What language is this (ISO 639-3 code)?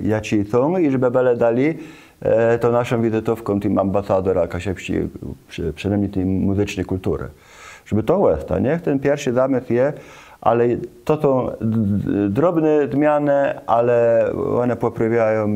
csb